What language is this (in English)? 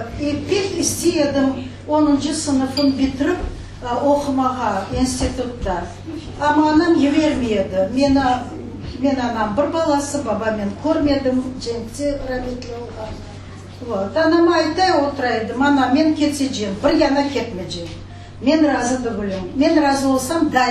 Crimean Tatar